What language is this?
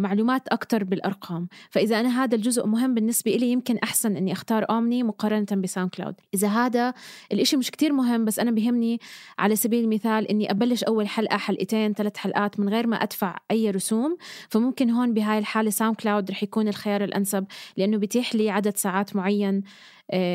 North Levantine Arabic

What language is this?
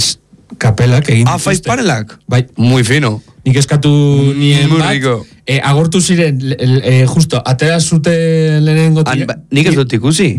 Basque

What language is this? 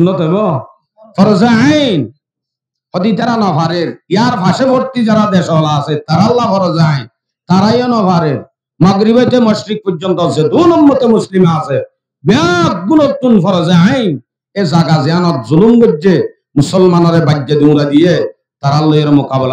Rohingya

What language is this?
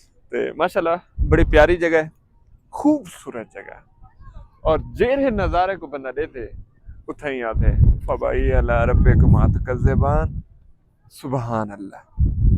Saraiki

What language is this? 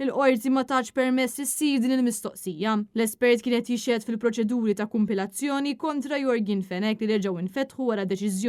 Maltese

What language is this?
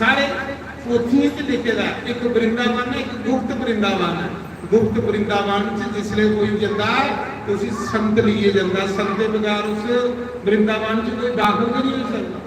Dogri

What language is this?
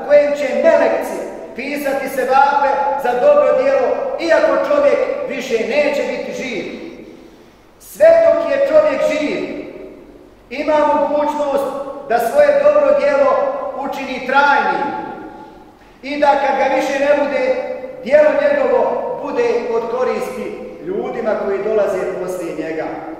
Bosnian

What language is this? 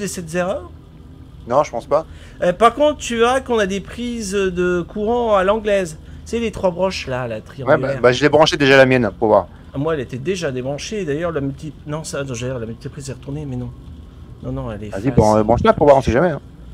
French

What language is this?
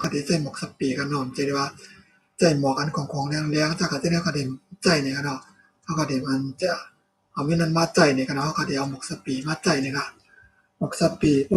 Shan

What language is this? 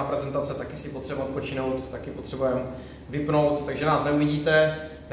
Czech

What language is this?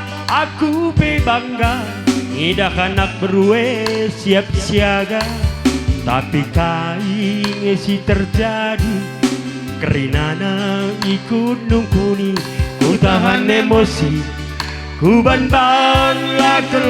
Batak Karo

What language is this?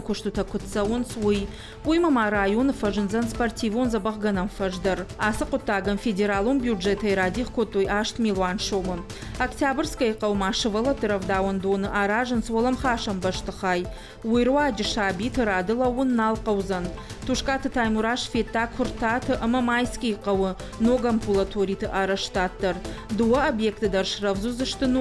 Ossetic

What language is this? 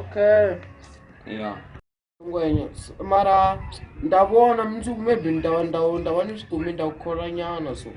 Tsonga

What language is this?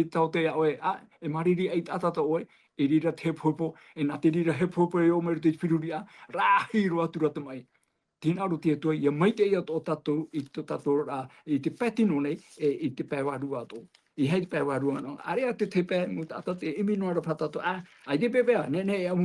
Tahitian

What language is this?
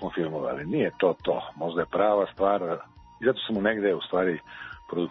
Serbian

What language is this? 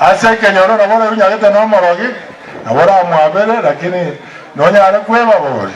Gusii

